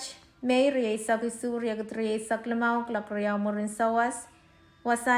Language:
Pohnpeian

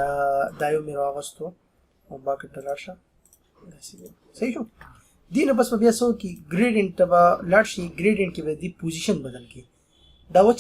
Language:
Pashto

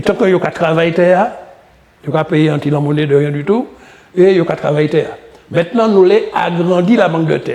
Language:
Guadeloupean Creole French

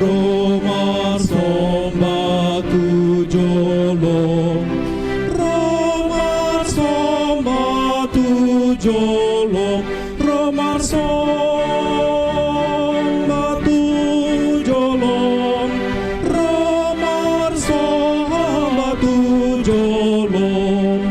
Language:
Batak Toba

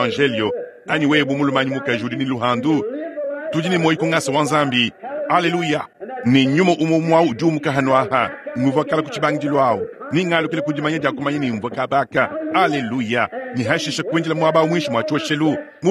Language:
Luba-Lulua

